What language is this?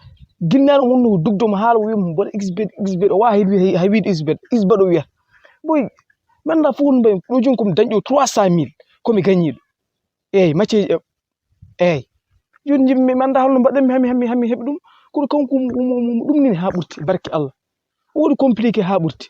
Fula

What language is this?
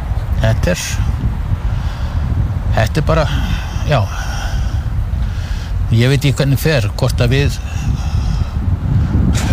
Icelandic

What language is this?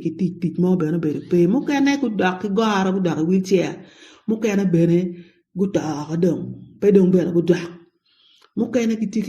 Acoli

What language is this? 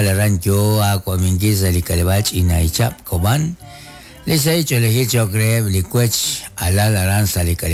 Kekchí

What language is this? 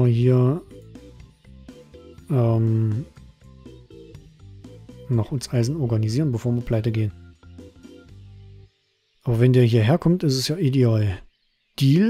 German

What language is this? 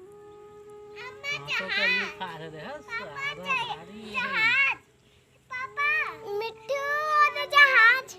Chhattisgarhi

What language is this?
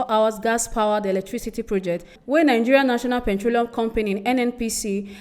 Nigerian Pidgin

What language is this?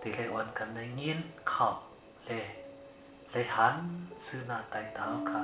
Shan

